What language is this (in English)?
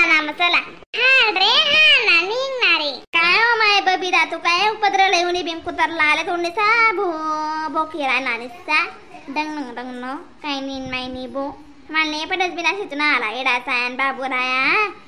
Khandesi